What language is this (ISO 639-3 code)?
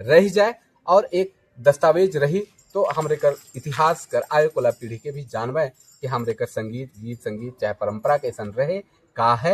sck